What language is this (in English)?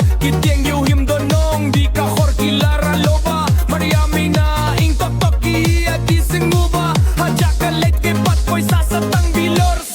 Khasi